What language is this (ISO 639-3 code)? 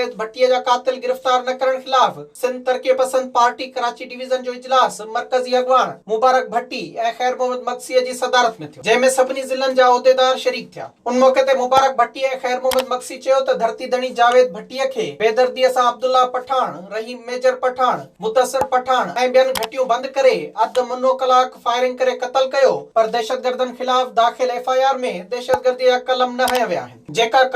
snd